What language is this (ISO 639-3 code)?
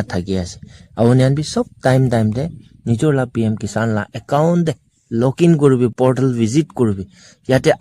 nag